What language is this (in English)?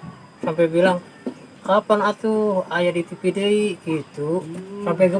Betawi